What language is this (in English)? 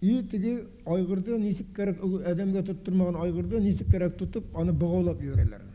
Bashkir